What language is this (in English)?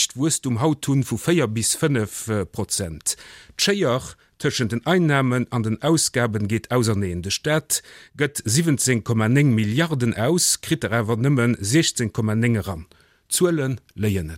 Luxembourgish